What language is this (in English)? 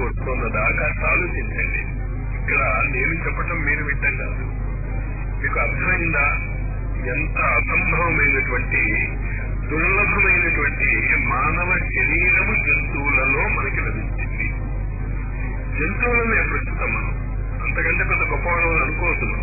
Telugu